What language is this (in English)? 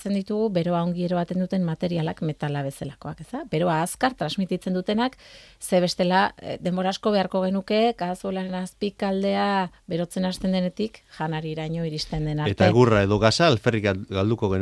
Basque